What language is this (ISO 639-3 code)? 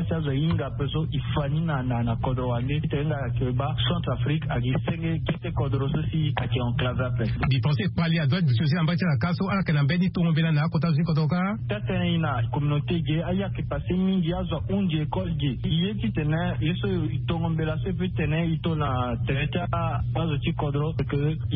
sag